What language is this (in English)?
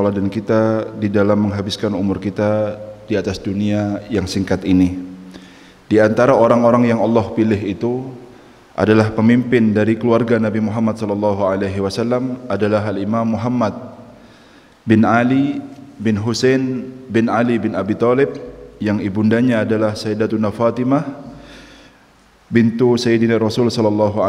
Indonesian